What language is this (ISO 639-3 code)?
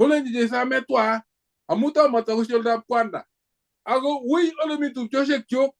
kln